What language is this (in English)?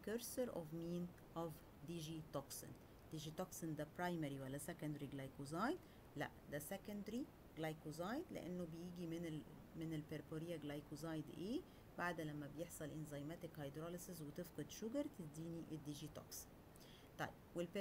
Egyptian Arabic